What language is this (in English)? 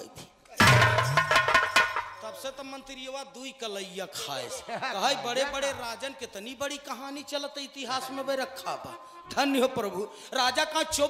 Bhojpuri